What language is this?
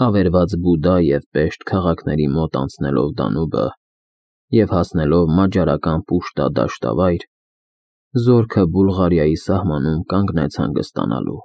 Armenian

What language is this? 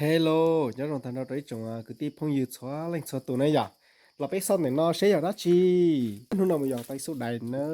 Hmong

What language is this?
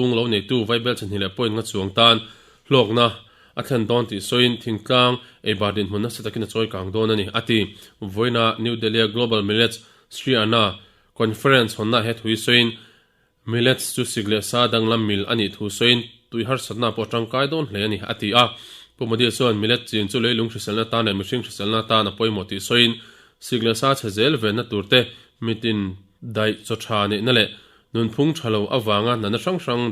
Mizo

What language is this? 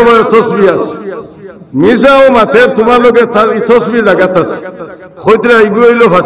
Sylheti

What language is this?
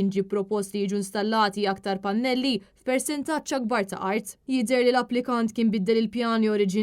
Maltese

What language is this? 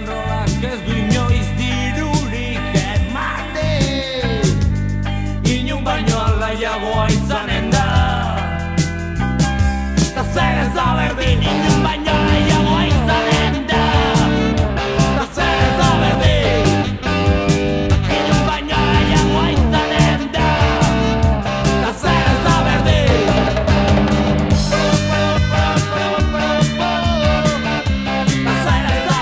Basque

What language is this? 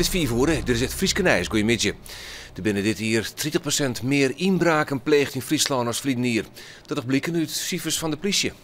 Western Frisian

